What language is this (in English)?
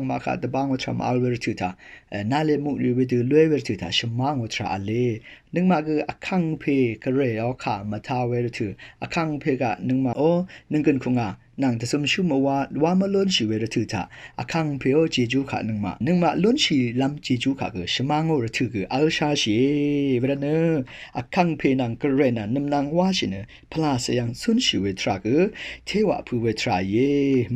Rawang